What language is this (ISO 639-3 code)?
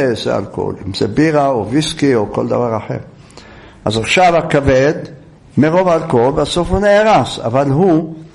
heb